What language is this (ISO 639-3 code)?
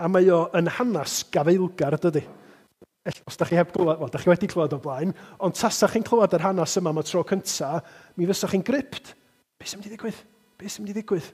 cym